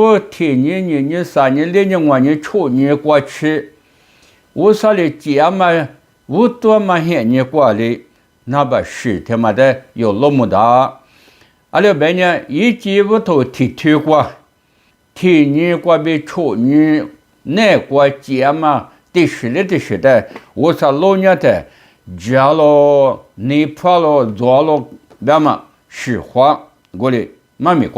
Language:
Lisu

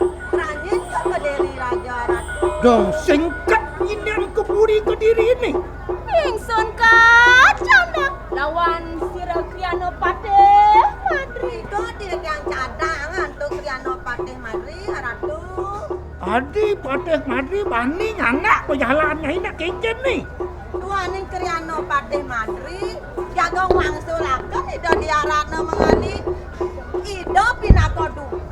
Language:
Balinese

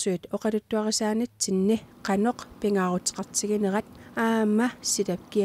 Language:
Kalaallisut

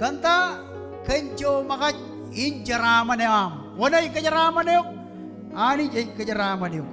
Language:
Marshallese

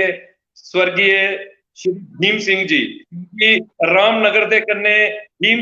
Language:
Dogri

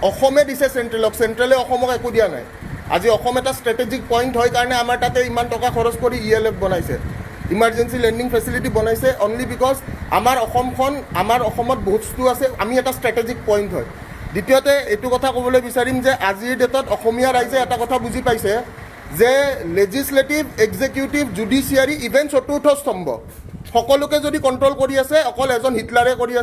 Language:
Assamese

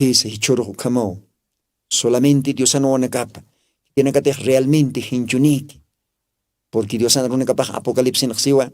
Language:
Aymara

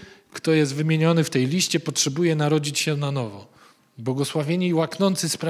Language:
Polish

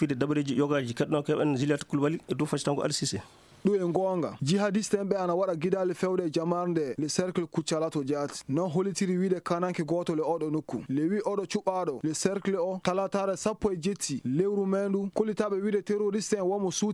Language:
Fula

